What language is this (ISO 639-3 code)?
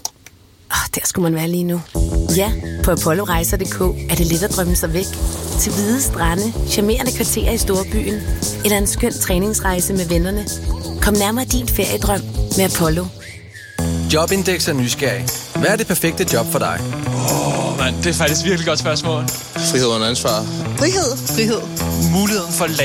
dan